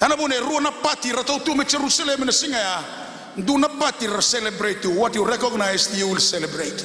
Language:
Fijian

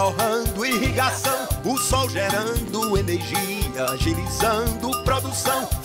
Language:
Portuguese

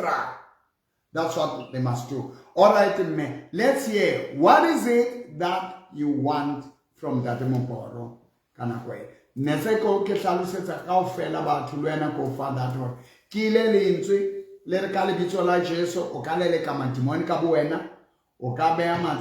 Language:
Southern Sotho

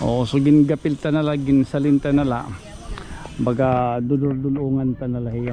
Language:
Waray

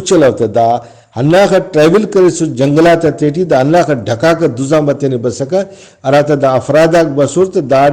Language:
Brahui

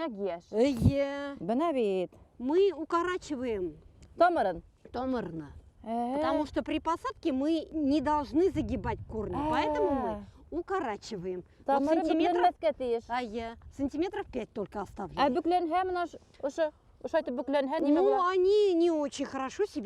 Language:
Bashkir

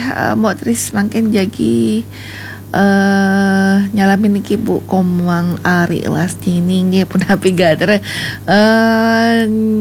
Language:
Balinese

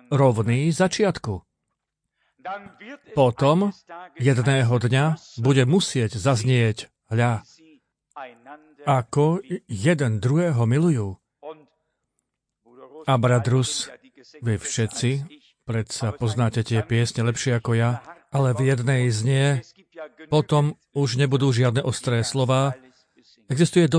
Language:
Slovak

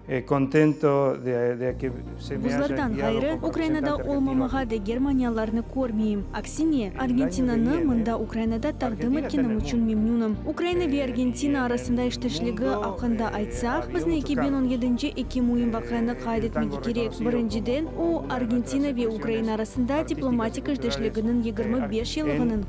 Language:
Crimean Tatar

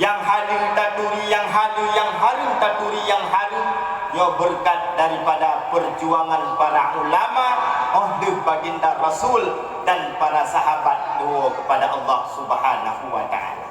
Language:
Achinese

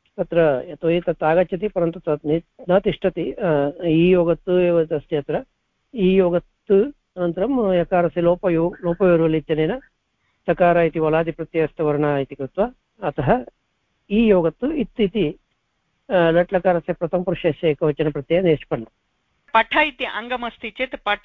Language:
Sanskrit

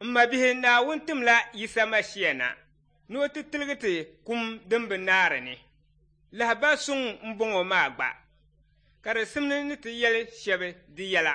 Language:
Dagbani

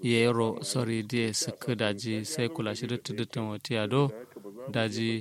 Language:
Kanuri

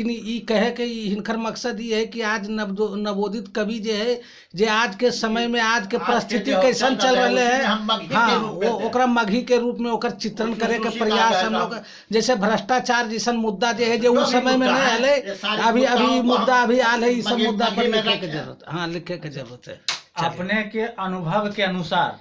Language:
Magahi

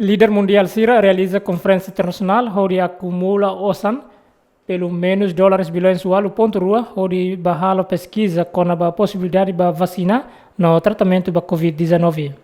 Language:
Tetum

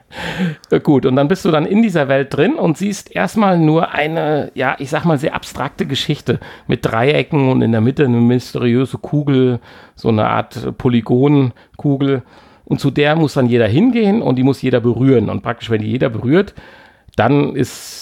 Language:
German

